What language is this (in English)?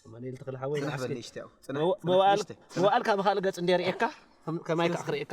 Tigrinya